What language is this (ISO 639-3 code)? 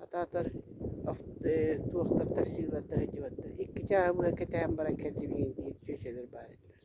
sah